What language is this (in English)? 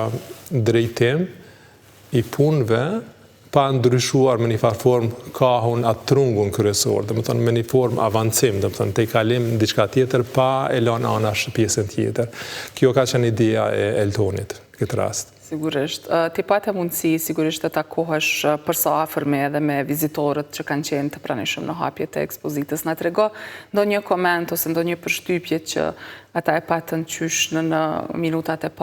Albanian